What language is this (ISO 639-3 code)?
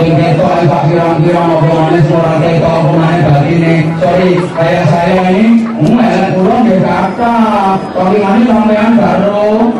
jav